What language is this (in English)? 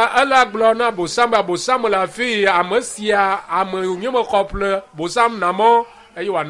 Ewe